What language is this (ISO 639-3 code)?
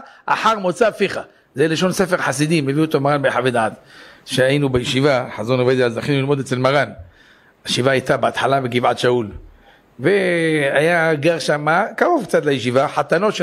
heb